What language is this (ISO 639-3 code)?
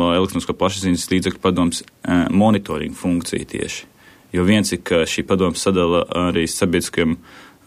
lav